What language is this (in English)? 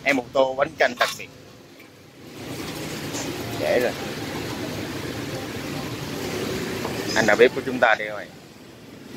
Vietnamese